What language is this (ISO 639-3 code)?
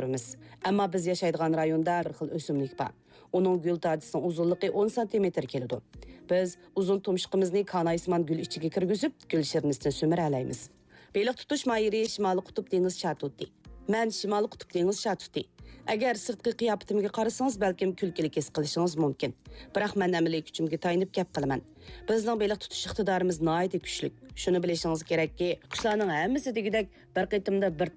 uig